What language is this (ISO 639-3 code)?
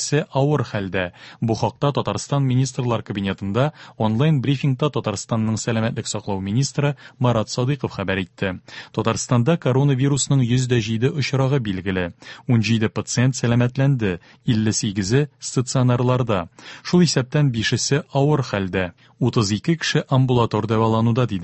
tat